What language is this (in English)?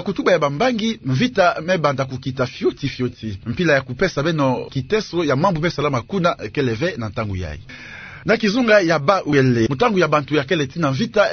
Kituba (Democratic Republic of Congo)